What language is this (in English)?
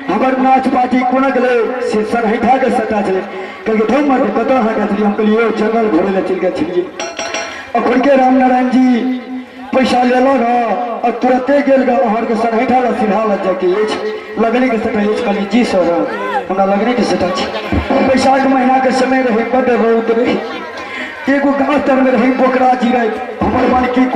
Maithili